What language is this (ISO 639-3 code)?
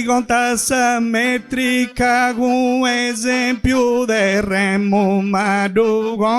srd